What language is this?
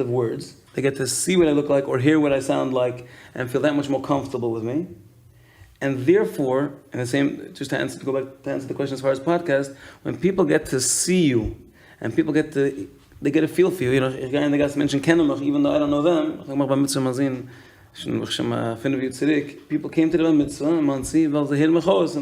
Yiddish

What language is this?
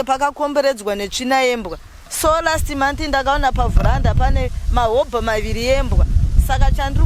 Shona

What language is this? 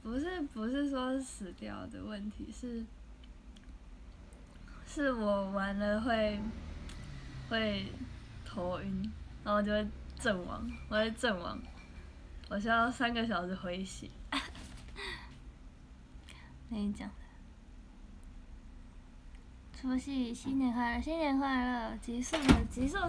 Chinese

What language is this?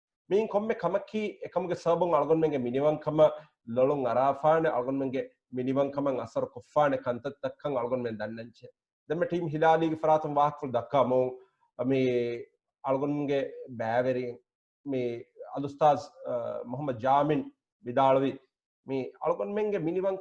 Divehi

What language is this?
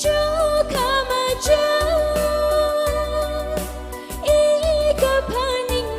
Tangkhul Naga (India)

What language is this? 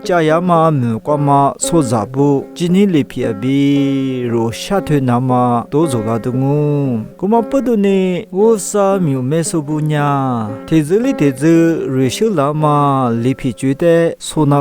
Lisu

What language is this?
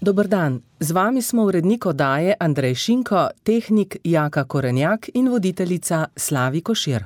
Slovenian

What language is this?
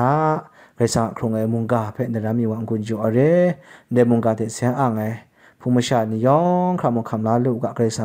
Kachin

